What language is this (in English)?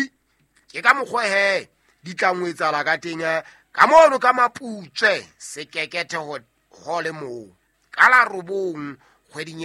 Southern Sotho